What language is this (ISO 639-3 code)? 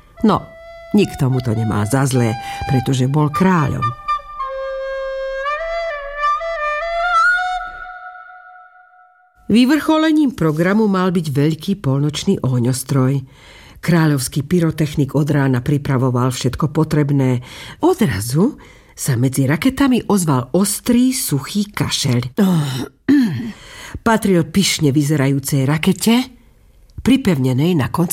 slk